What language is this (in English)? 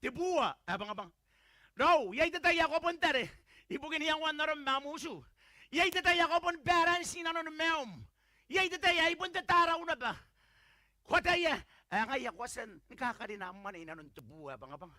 Gilbertese